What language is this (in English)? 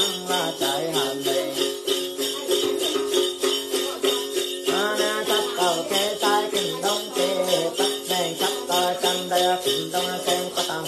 Vietnamese